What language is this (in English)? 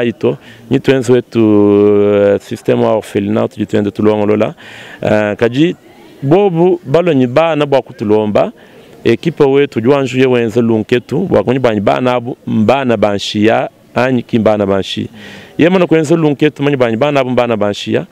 Luba-Lulua